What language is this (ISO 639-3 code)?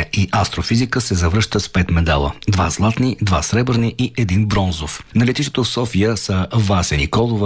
bul